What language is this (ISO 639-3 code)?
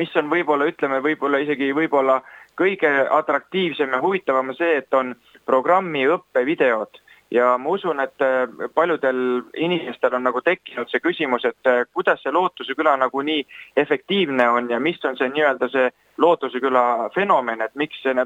est